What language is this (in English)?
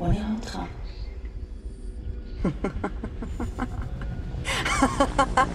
Hebrew